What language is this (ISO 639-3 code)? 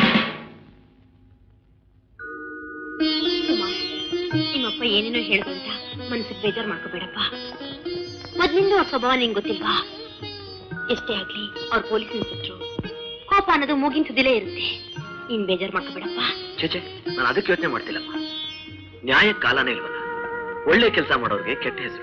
kan